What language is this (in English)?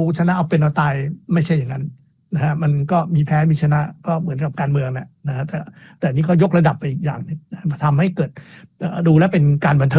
Thai